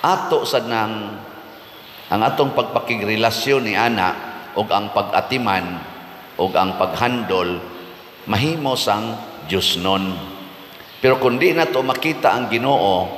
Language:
Cebuano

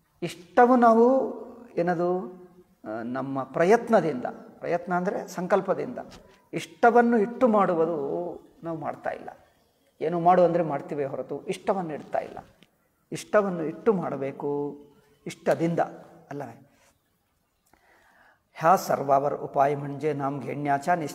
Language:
Kannada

